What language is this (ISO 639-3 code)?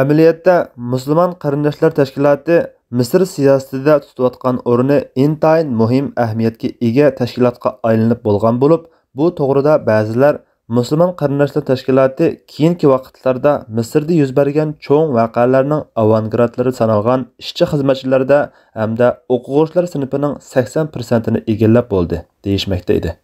uig